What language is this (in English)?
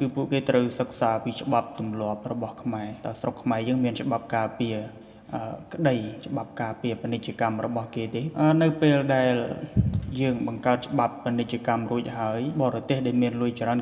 Khmer